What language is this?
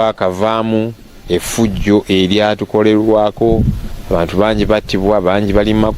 Ganda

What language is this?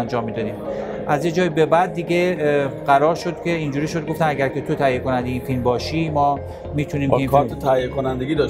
Persian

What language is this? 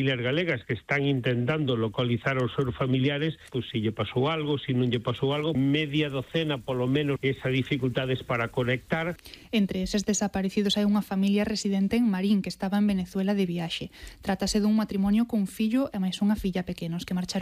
Galician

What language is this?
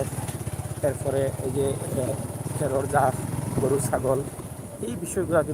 Sylheti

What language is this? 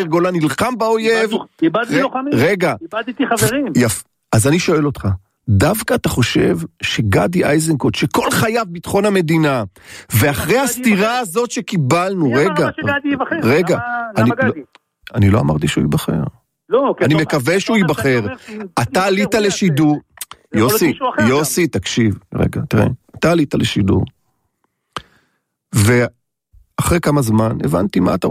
Hebrew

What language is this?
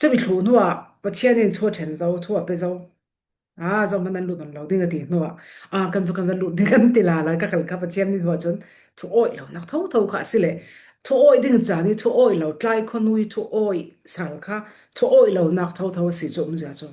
Falam Chin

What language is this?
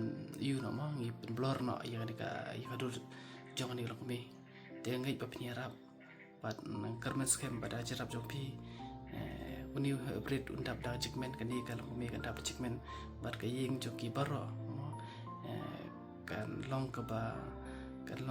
Khasi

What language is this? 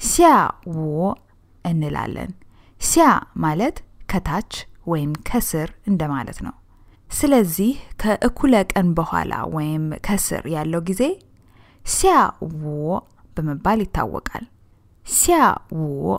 Amharic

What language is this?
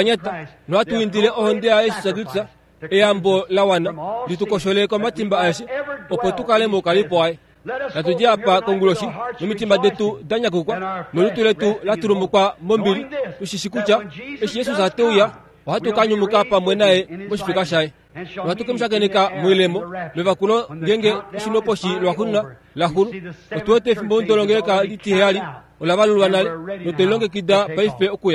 Kuanyama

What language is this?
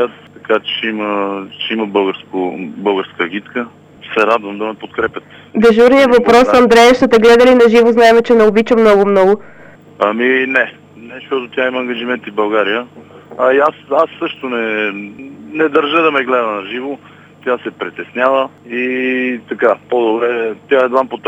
Bulgarian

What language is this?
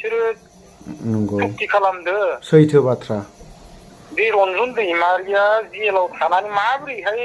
Bodo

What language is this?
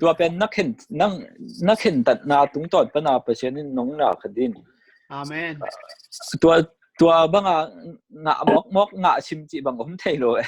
Tedim Chin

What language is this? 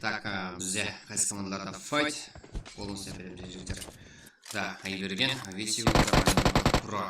Kara-Kalpak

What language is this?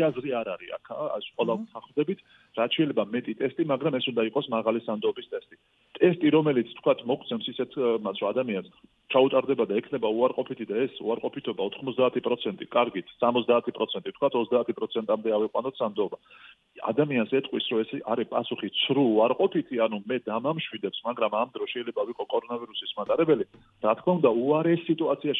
Georgian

